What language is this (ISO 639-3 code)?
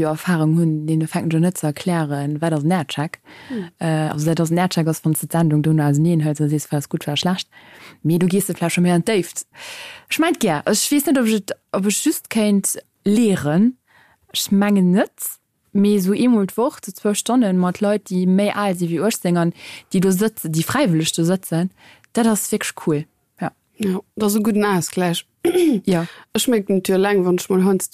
ltz